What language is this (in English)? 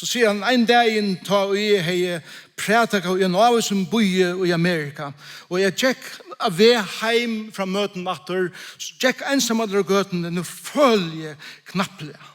Faroese